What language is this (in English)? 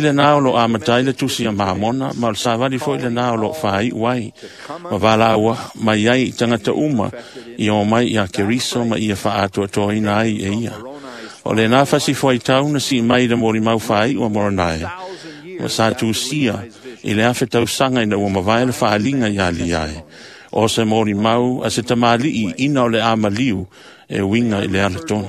Samoan